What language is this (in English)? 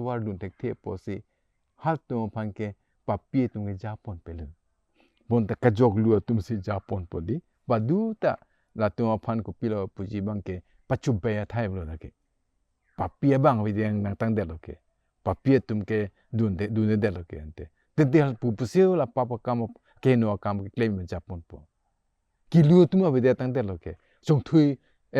Karbi